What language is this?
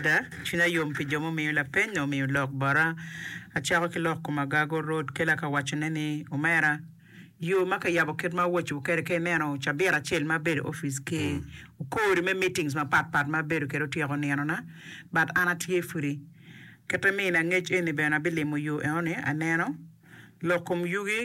Acoli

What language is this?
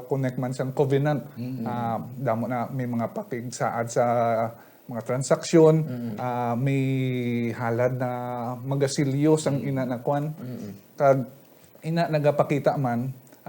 Hiligaynon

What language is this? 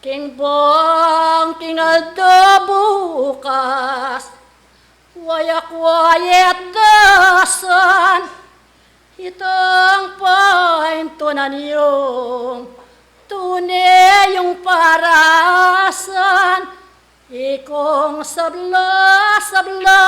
Pampanga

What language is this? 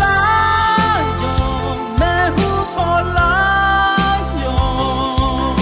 Akha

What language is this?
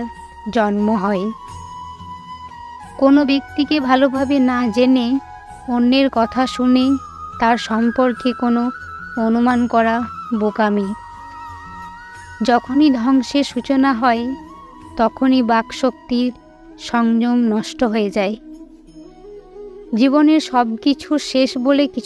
Bangla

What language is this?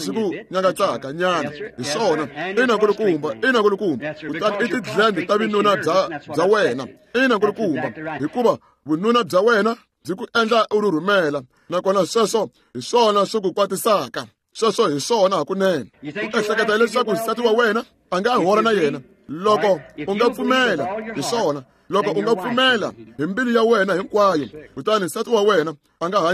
Tsonga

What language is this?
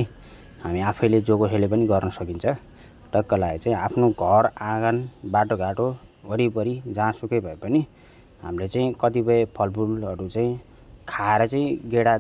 Nepali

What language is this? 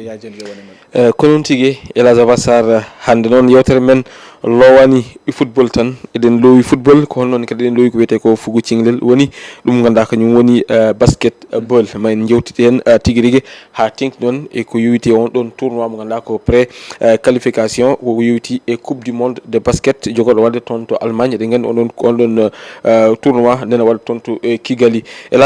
Fula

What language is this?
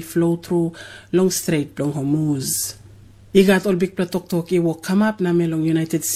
Tok Pisin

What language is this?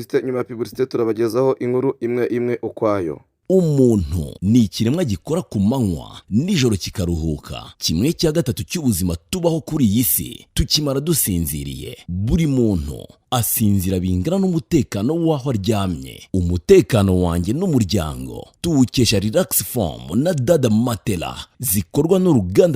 Kinyarwanda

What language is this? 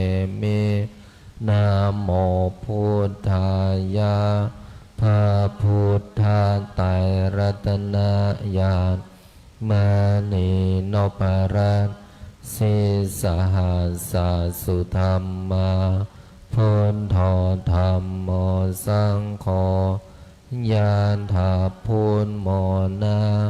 Pali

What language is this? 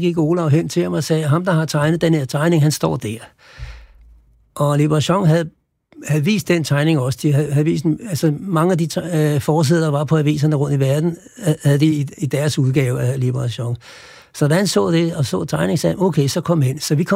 Danish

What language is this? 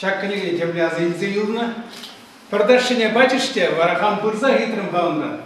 Chuvash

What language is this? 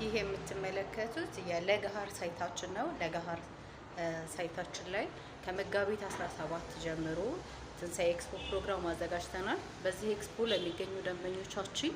Amharic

